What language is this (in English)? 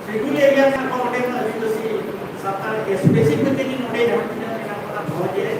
Santali